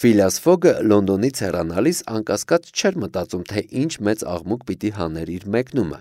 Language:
Armenian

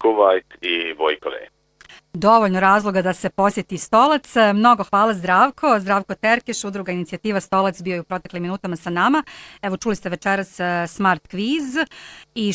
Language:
Bosnian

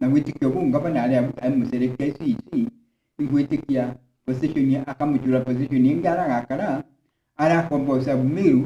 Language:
Meru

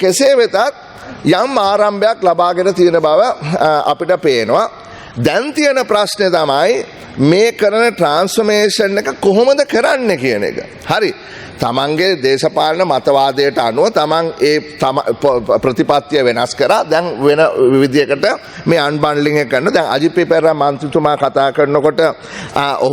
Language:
Sinhala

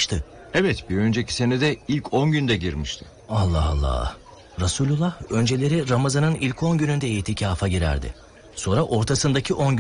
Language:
Turkish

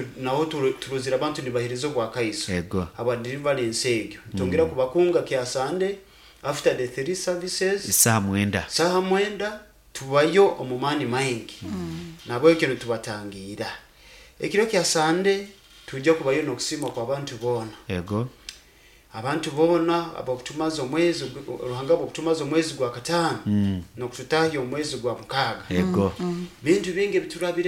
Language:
Nyoro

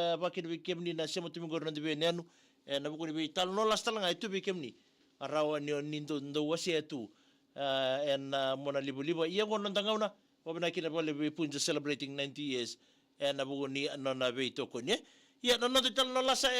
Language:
Fijian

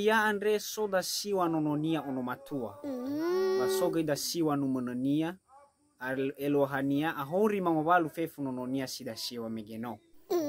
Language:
Nias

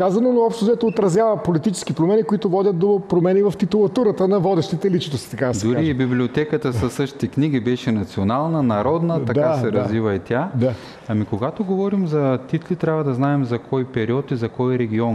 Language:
Bulgarian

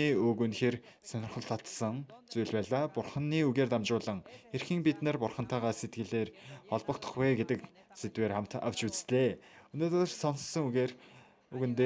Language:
Mongolian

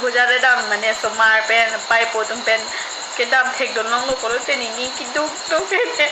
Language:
Karbi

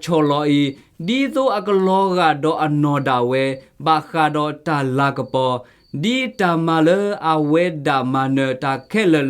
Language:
S'gaw Karen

